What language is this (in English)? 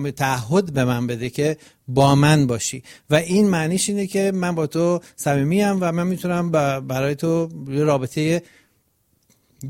Persian